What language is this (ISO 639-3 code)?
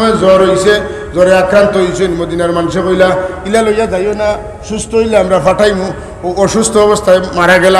syl